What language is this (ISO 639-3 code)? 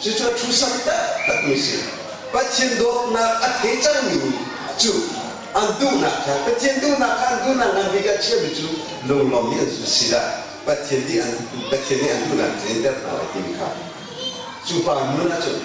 cnh